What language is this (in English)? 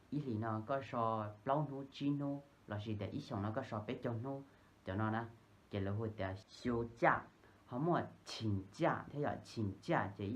Hmong